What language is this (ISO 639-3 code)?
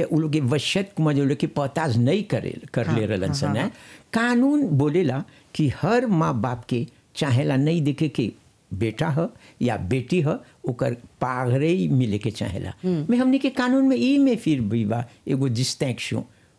bho